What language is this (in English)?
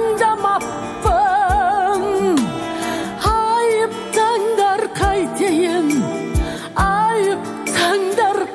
Kazakh